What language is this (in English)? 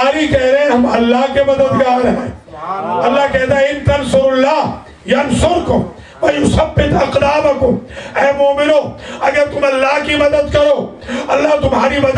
Urdu